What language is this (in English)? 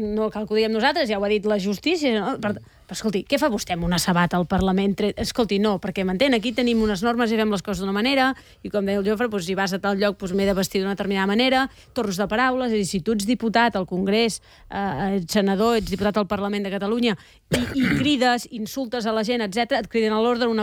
Catalan